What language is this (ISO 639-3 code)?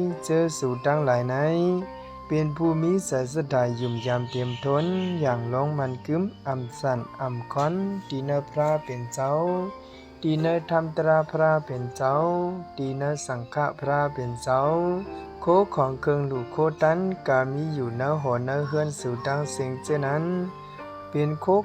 shn